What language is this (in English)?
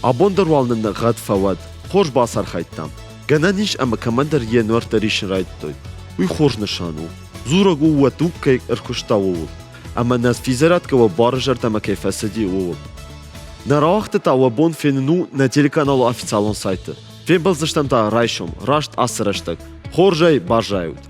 Ossetic